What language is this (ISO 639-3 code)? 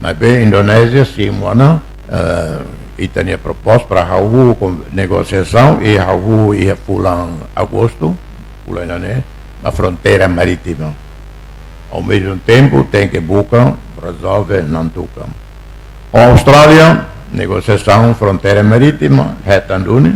tet